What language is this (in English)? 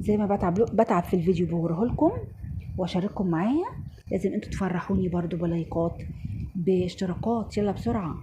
Egyptian Arabic